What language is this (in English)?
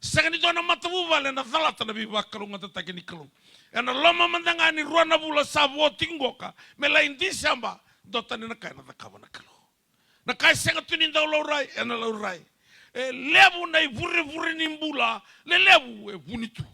Fijian